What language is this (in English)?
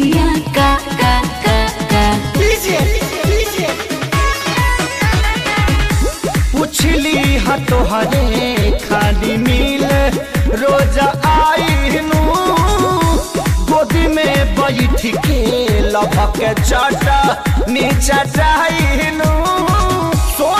Bhojpuri